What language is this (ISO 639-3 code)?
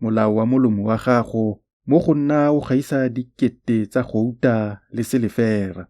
tsn